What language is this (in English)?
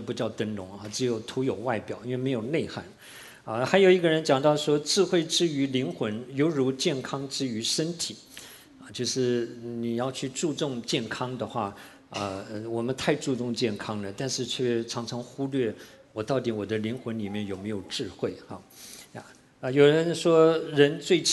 Chinese